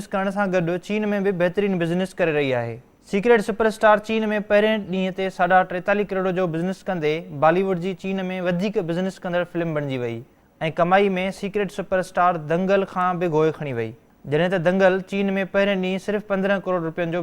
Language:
Sindhi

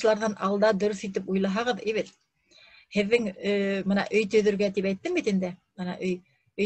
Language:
Bashkir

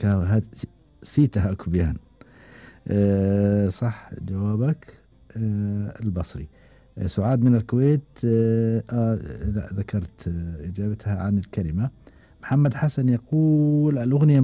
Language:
Gulf Arabic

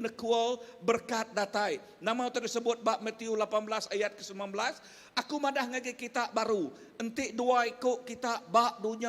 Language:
Iban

